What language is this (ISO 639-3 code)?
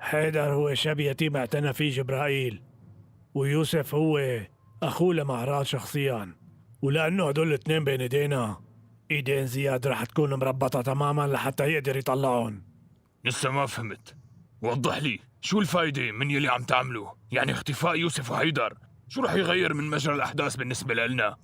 apc